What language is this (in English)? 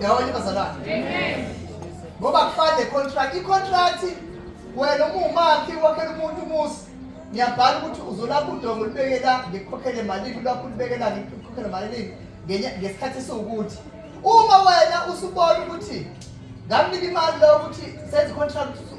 Zulu